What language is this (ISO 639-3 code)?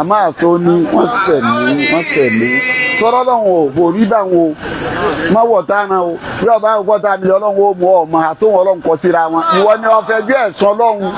yor